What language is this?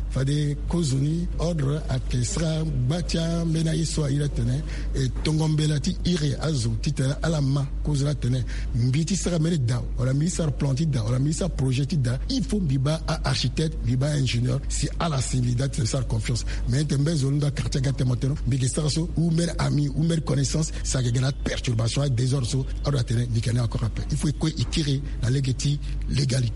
Sango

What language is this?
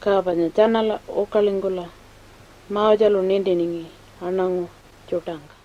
Pitjantjatjara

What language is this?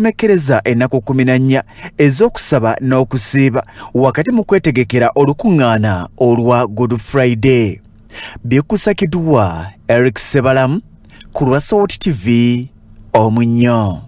Ganda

